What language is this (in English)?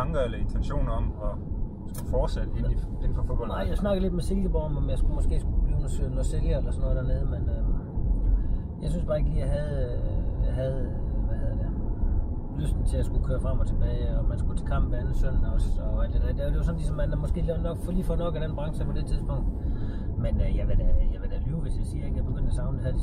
Danish